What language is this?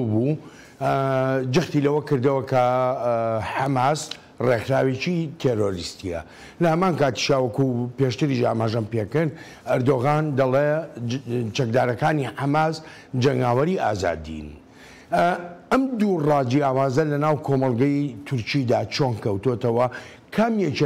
Central Kurdish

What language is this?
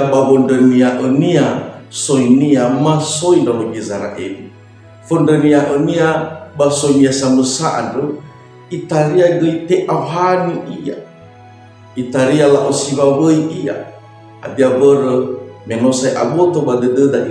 Nias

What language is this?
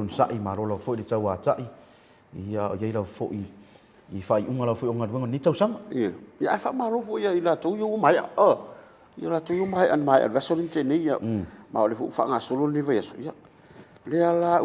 Samoan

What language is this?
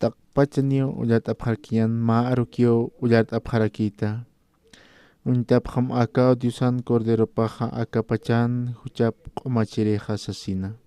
Aymara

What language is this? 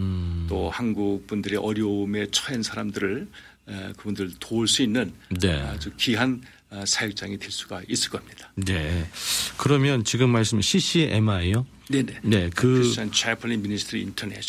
Korean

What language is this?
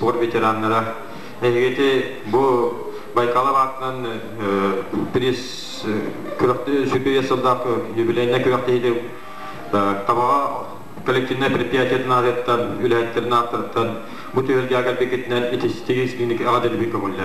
Yakut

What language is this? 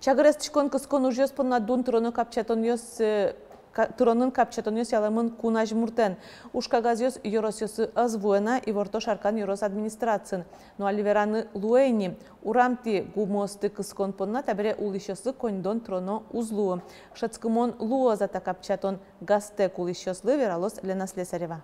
Udmurt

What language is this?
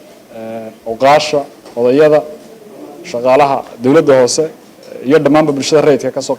Somali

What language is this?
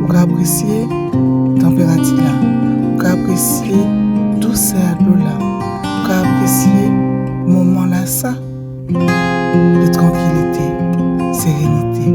Guadeloupean Creole French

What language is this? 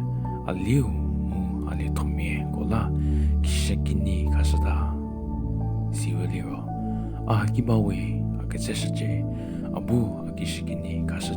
Angami Naga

